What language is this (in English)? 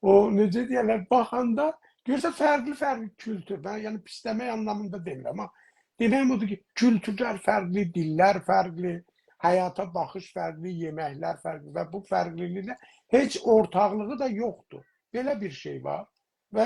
South Azerbaijani